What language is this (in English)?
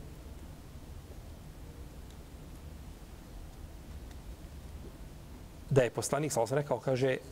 Bosnian